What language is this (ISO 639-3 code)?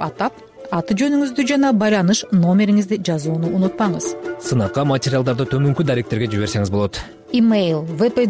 kir